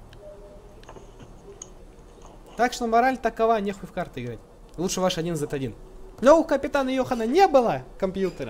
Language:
Russian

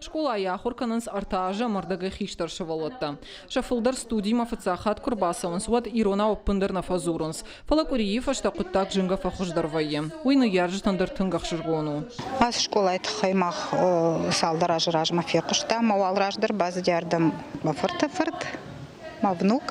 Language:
Ossetic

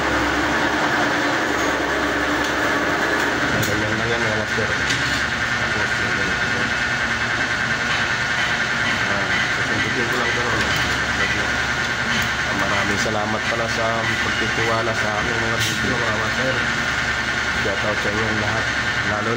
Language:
Filipino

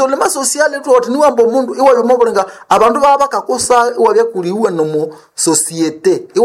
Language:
Nande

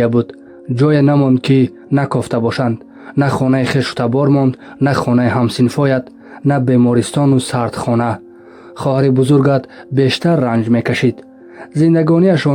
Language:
Tajik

